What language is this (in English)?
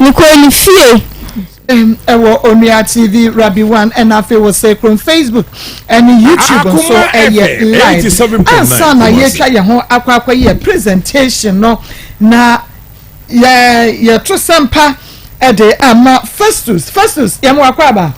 Akan